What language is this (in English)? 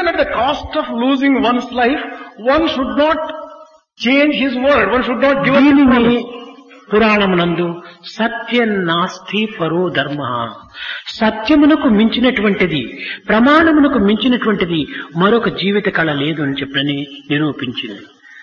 Telugu